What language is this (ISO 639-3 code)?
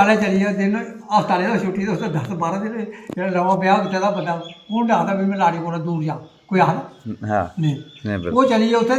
doi